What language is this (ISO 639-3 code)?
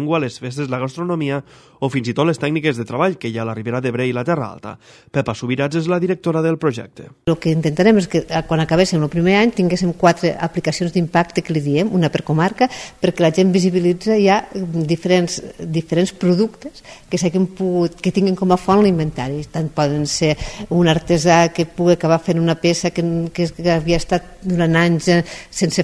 cat